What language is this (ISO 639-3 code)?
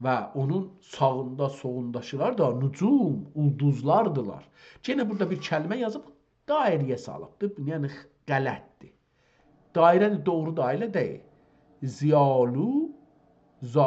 azb